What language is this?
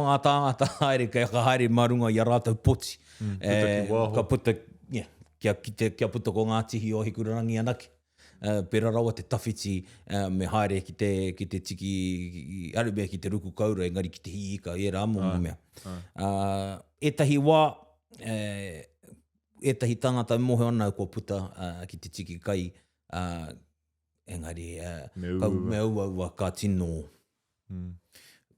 Māori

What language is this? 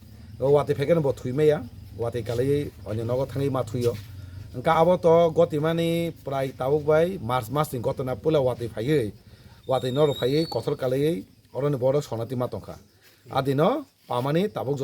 Kok Borok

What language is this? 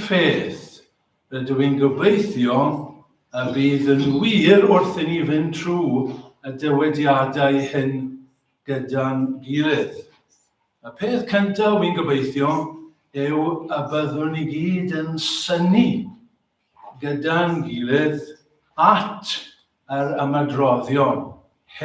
Welsh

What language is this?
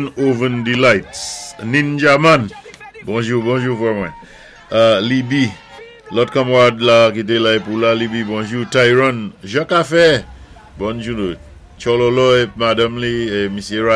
Saint Lucian Creole French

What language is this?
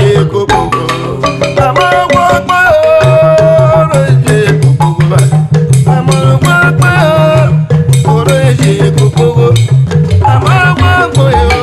Urhobo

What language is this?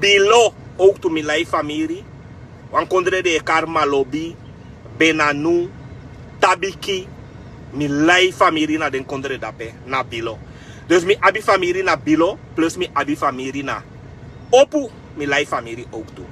Sranan Tongo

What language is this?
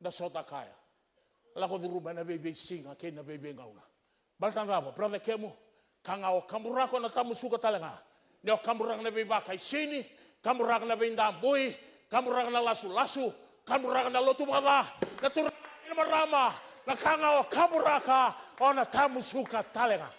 Fijian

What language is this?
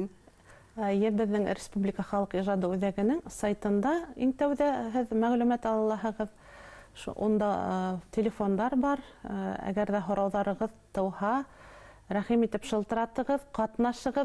Bashkir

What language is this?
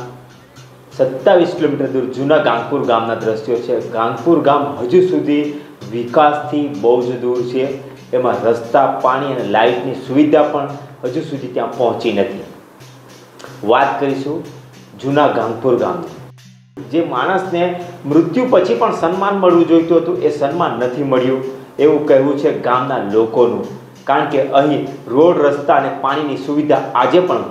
Gujarati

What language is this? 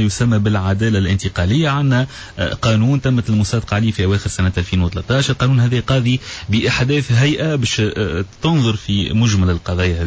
Tunisian Arabic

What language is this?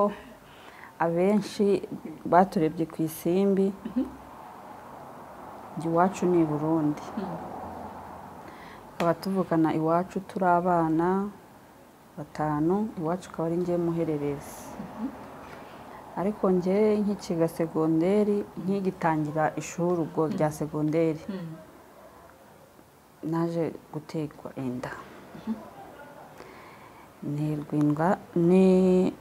Kinyarwanda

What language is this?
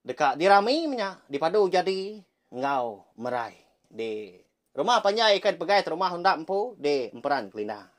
Iban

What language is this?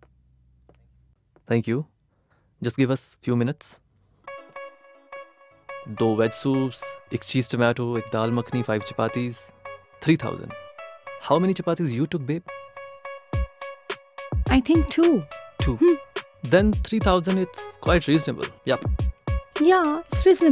Punjabi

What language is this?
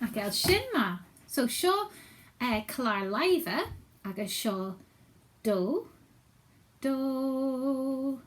Scottish Gaelic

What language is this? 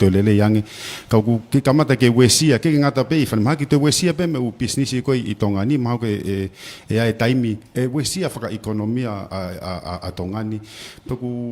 Tongan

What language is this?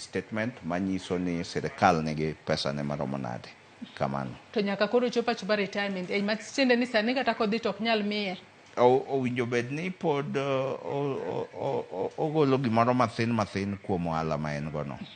Luo (Kenya and Tanzania)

